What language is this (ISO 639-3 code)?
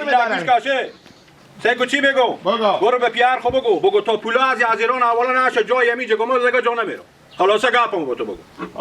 haz